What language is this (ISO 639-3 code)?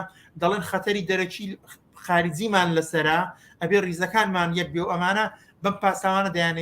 ckb